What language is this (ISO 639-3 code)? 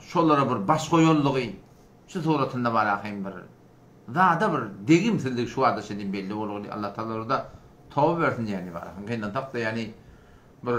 tuk